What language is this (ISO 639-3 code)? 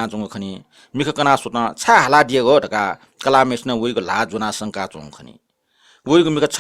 new